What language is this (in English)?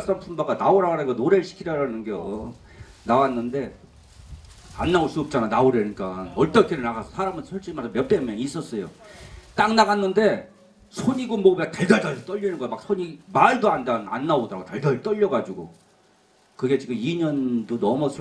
Korean